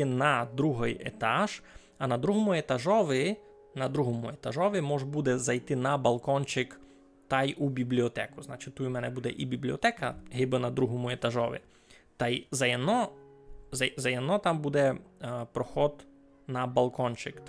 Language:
Rusyn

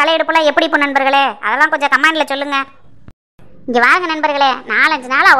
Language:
Tamil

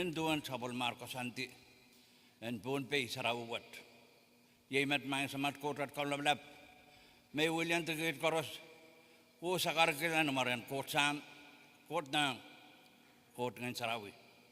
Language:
Pohnpeian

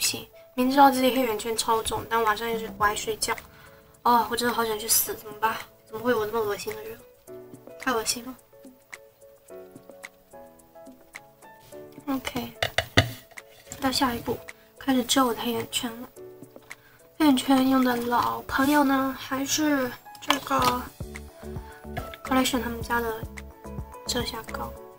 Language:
Chinese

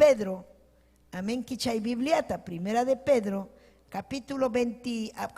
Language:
Ayacucho Quechua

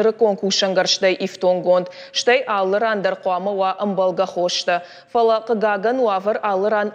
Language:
Ossetic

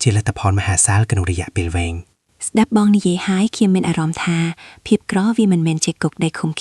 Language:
Khmer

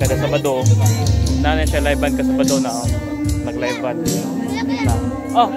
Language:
Cebuano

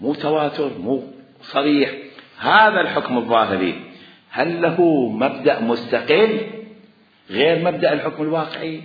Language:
Mesopotamian Arabic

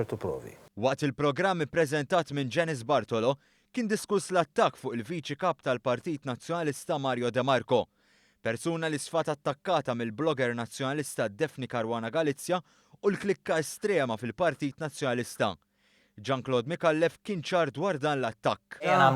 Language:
Maltese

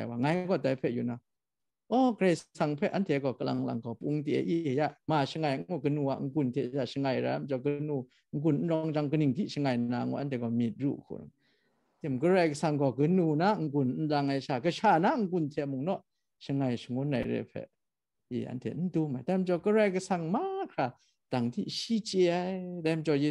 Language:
Kachin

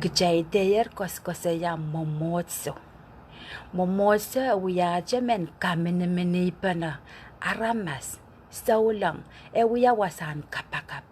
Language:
Pohnpeian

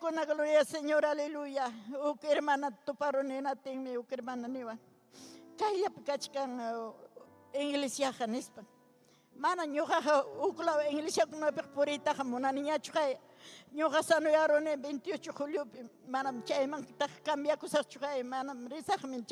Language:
Ayacucho Quechua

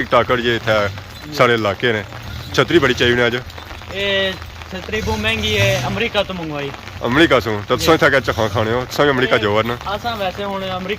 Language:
Pahari-Potwari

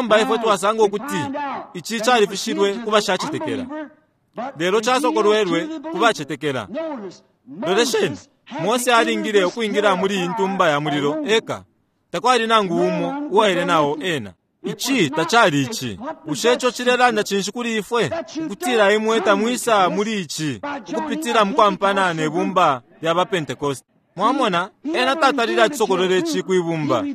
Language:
Bemba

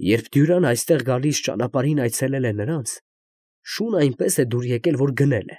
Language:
Armenian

